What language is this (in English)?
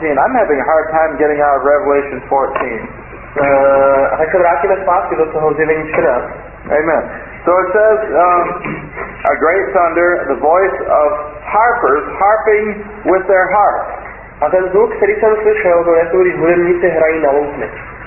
Czech